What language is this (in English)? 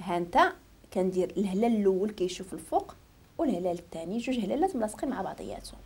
Moroccan Arabic